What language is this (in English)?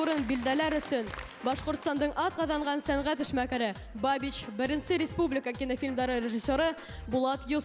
Bashkir